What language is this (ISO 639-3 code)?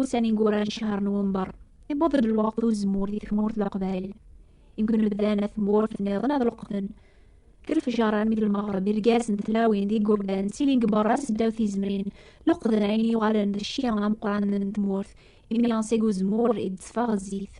kab